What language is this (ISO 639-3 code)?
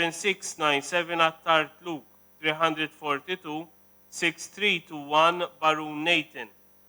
mlt